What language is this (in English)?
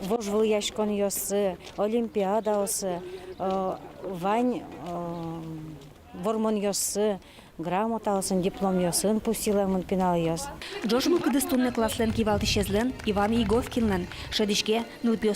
Udmurt